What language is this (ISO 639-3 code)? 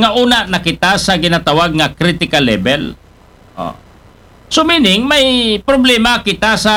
akl